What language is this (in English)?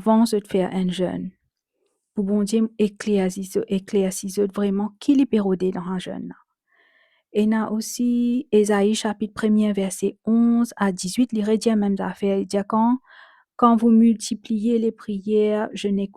Morisyen